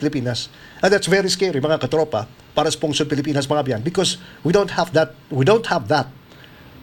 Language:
Hiligaynon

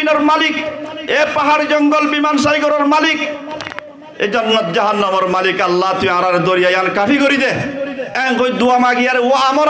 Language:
Rohingya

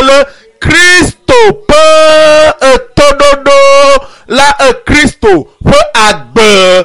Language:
Ewe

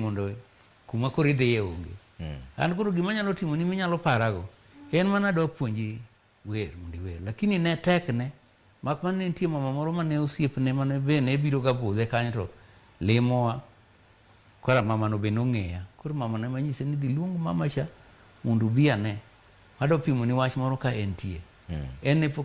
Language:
Luo (Kenya and Tanzania)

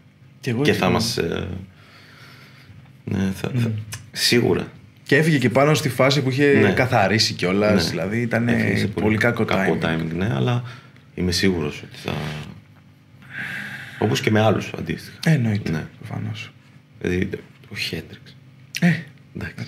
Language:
Greek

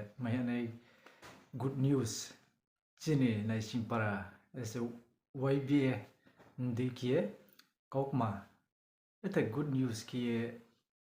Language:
Riang (India)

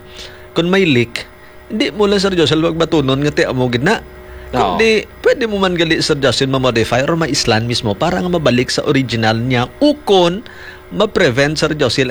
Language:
Hiligaynon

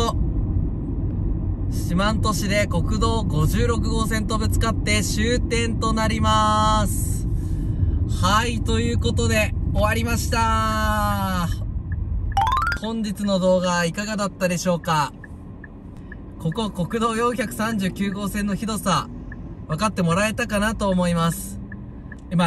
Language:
Japanese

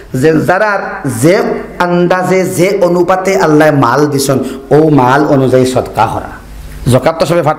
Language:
Sylheti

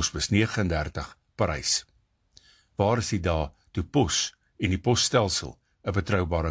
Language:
Afrikaans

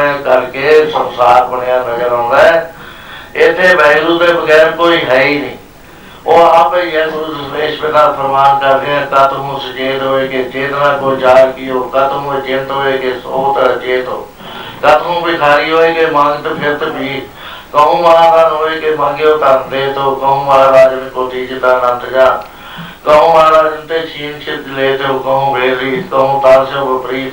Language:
Punjabi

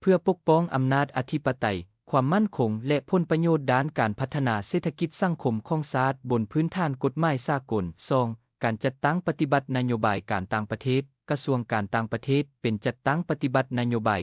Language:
Lao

